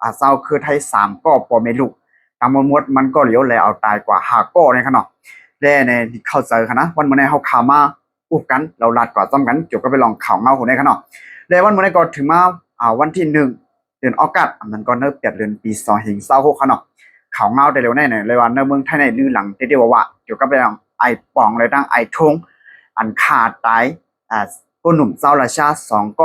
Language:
Shan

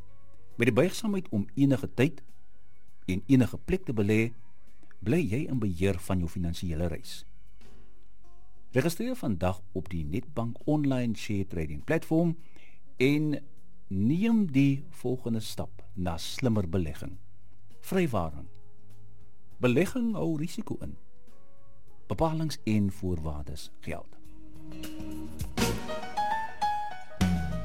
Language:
Afrikaans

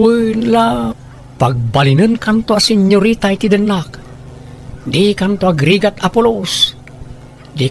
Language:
Iloko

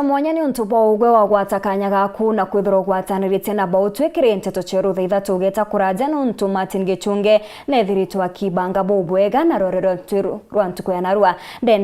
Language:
Meru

